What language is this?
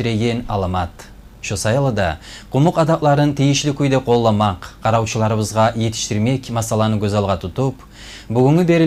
Kumyk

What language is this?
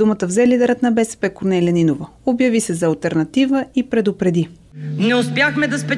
Bulgarian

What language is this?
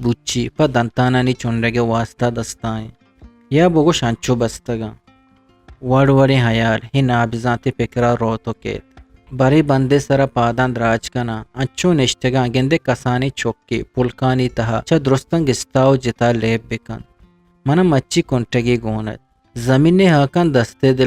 Eastern Balochi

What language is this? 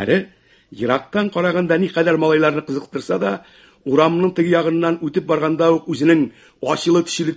Tatar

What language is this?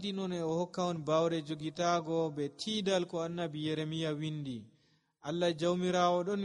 Nigerian Fulfulde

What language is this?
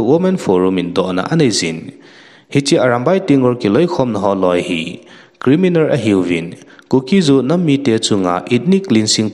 Thado Chin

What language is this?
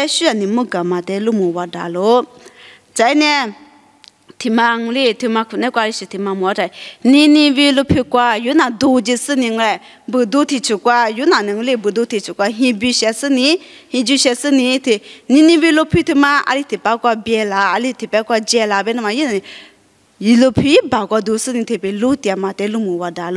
Lisu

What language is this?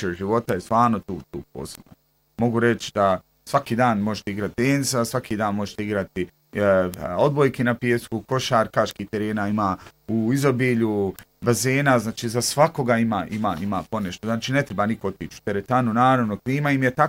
Bosnian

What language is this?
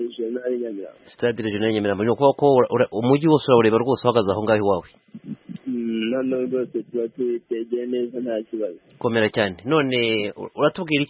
Kinyarwanda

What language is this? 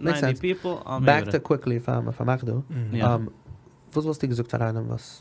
Yiddish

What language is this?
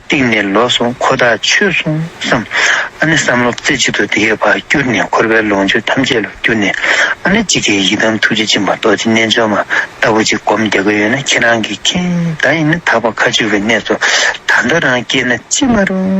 Tibetan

